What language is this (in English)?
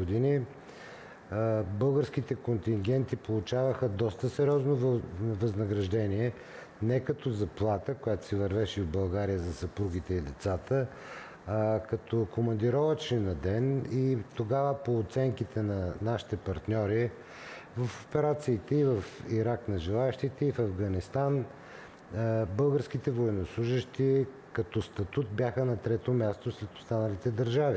Bulgarian